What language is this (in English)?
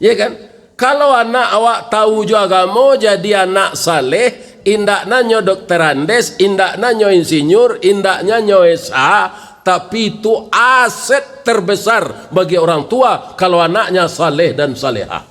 Minangkabau